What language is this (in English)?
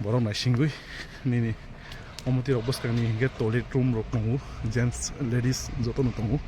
Kok Borok